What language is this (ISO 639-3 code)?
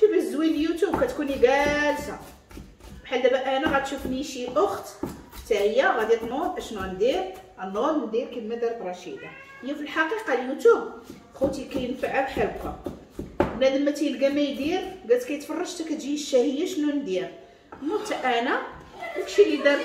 ary